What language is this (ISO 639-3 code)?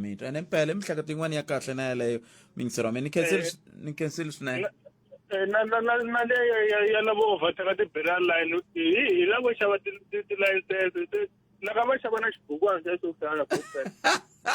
tso